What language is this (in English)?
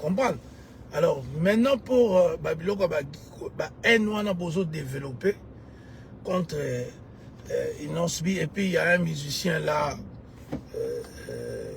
Lingala